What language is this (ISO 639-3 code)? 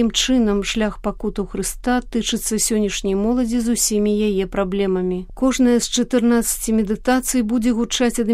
bel